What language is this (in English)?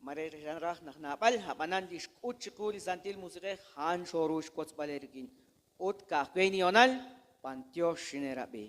Kekchí